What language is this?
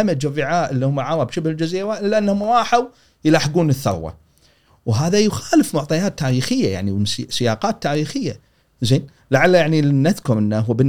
Gulf Arabic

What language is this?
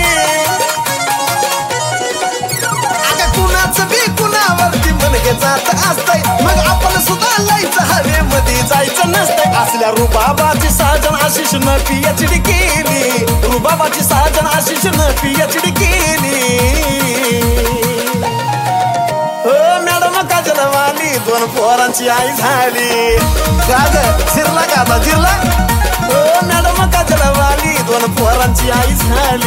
Marathi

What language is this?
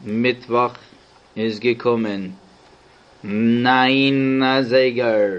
Yiddish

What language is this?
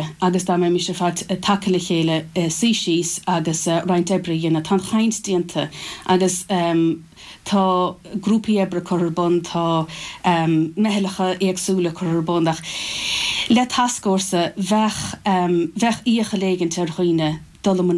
Irish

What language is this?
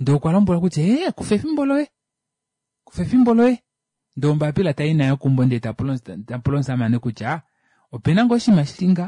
Kuanyama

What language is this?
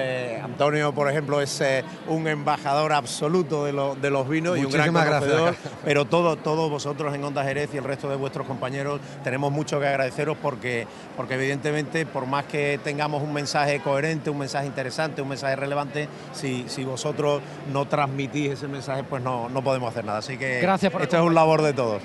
Spanish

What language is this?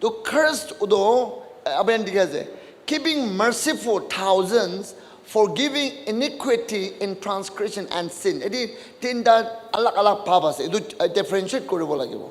Naga Pidgin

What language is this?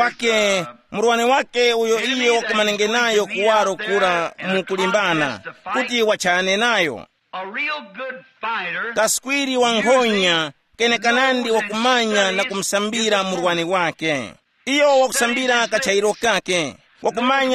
Tumbuka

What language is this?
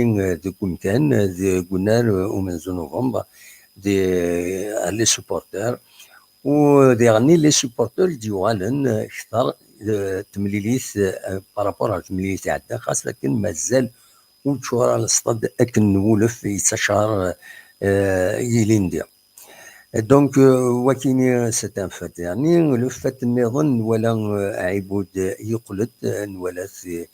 Kabyle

